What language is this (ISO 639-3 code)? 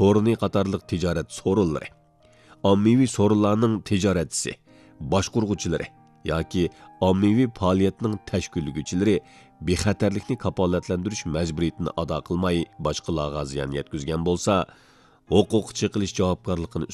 uig